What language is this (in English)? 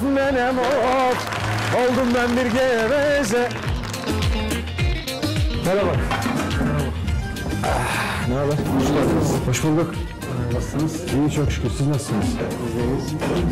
Turkish